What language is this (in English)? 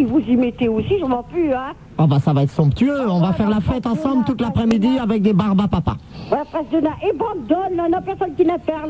French